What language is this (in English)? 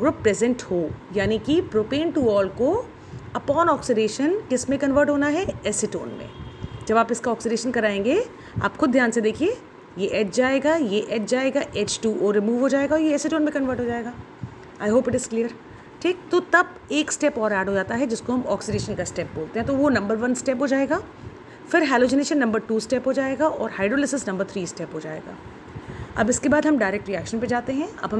Hindi